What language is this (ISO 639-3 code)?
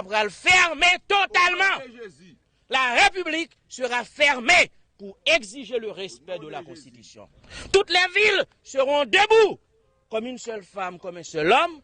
hat